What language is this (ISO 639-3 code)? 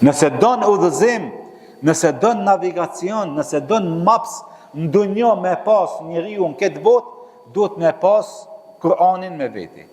sqi